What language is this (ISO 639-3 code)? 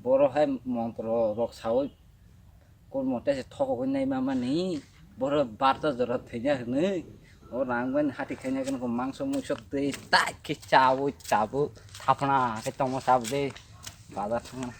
trp